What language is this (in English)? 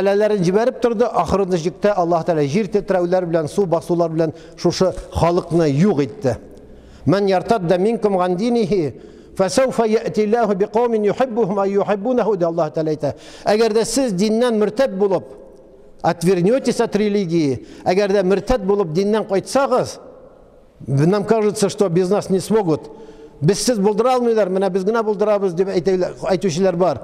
Tatar